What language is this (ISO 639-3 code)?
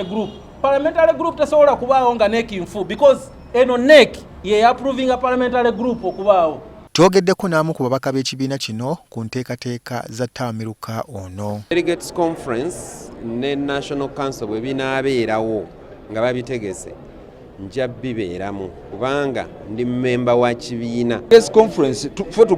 lug